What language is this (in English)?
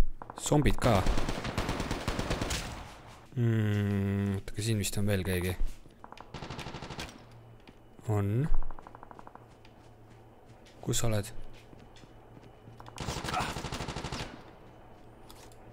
Estonian